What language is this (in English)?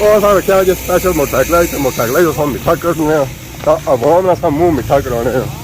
Pahari-Potwari